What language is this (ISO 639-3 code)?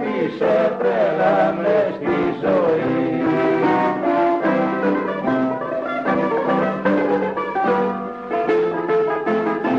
ell